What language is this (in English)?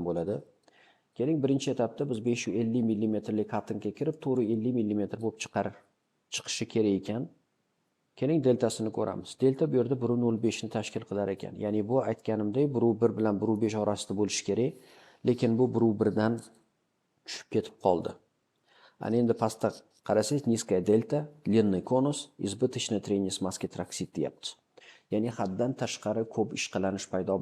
Uzbek